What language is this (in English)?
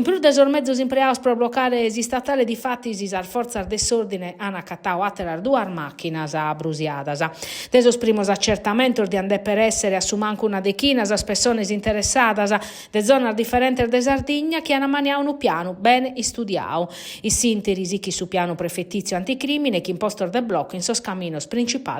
Sardinian